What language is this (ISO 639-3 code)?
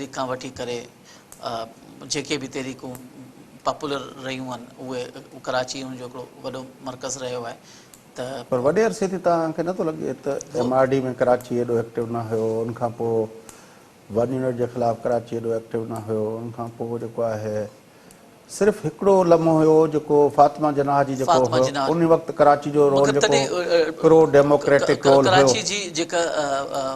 snd